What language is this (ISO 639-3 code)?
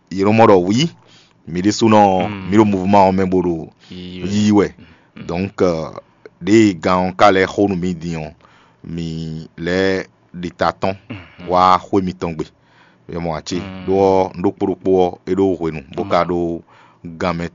fon